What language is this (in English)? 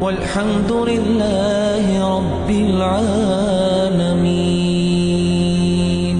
Ingush